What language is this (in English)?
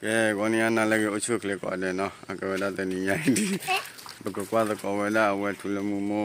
S'gaw Karen